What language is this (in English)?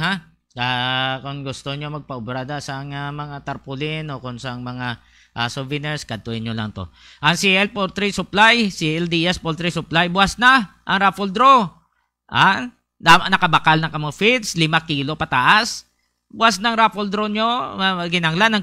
Hiligaynon